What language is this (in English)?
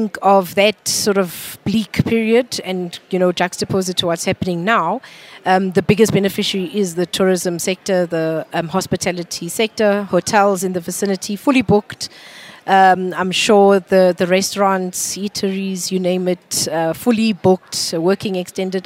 English